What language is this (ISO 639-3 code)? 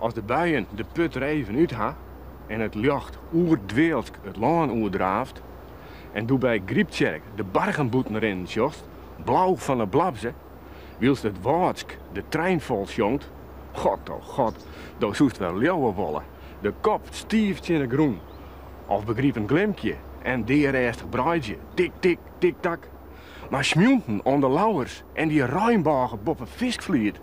fry